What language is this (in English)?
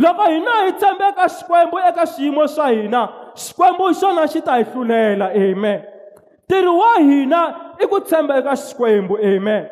Tsonga